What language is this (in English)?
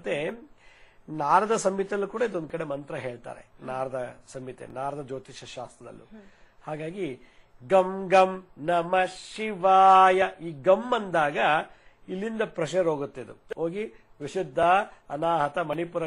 Kannada